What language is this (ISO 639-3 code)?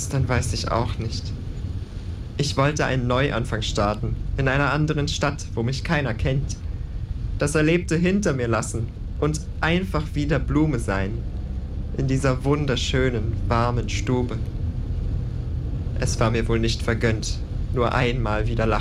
deu